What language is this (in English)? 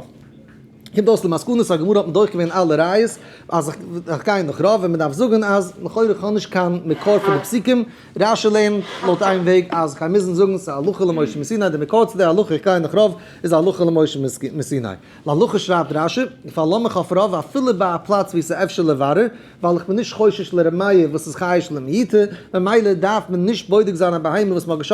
Yiddish